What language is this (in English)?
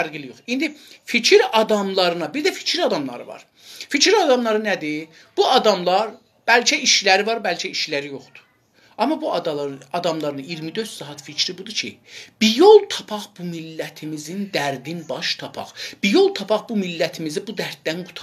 South Azerbaijani